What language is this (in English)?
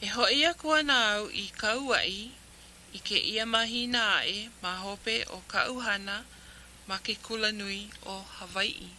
Hawaiian